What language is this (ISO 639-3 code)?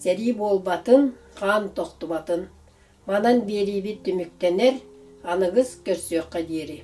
sah